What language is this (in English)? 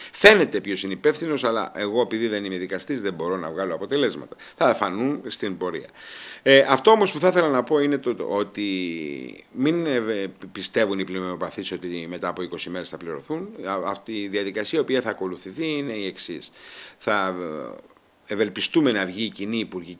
Greek